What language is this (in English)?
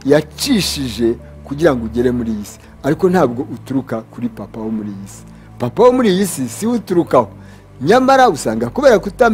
Kinyarwanda